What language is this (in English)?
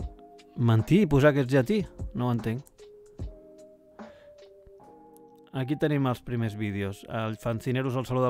Catalan